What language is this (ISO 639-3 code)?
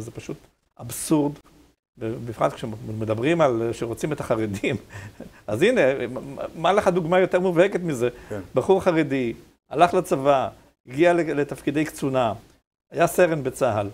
heb